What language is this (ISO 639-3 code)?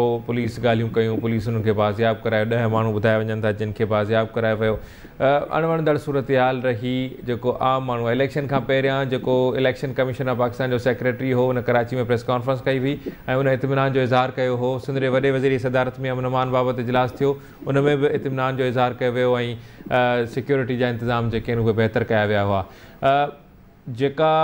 snd